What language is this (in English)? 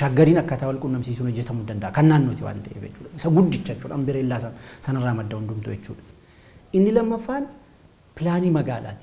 Oromo